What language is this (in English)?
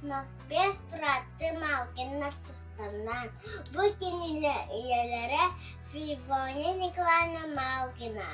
Yakut